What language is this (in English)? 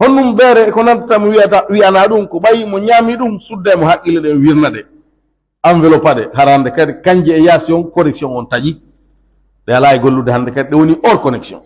Pular